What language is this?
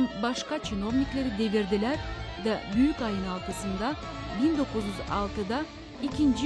Gagauz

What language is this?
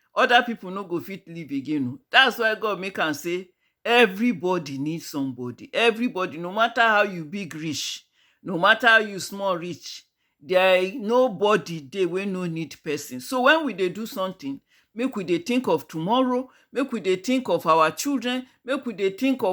Nigerian Pidgin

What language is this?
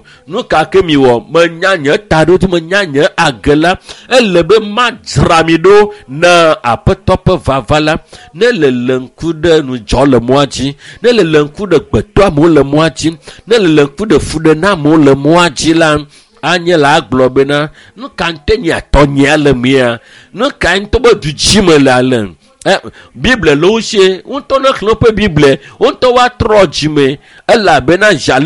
Ewe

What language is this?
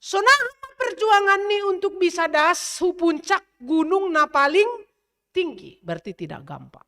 Batak Simalungun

